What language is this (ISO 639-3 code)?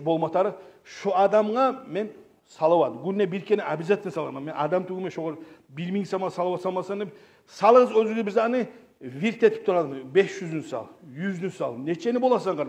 kum